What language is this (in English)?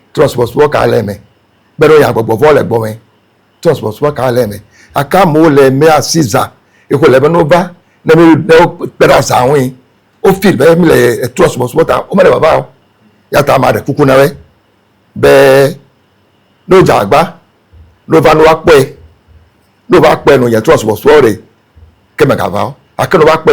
Ewe